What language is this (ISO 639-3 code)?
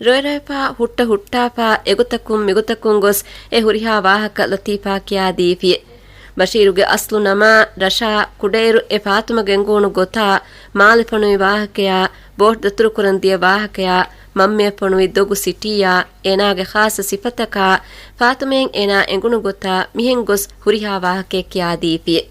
div